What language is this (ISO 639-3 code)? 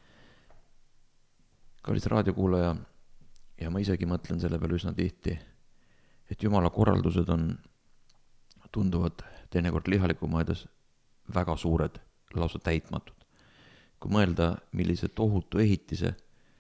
est